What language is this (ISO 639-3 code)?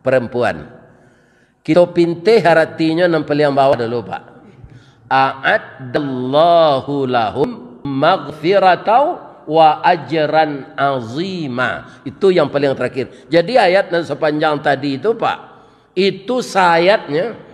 min